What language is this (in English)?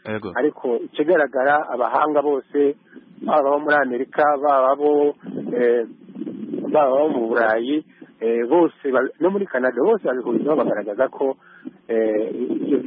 Kinyarwanda